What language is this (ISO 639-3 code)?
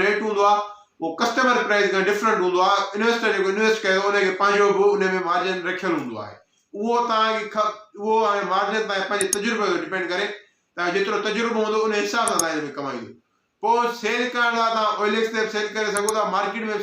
snd